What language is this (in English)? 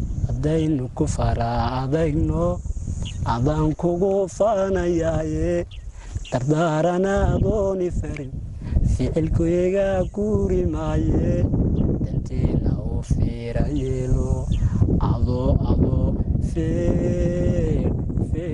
Somali